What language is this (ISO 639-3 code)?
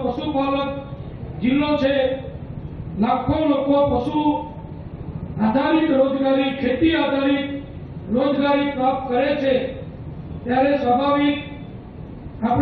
guj